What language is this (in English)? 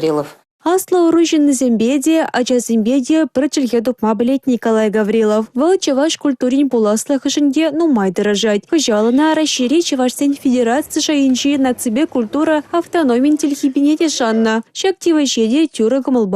Chuvash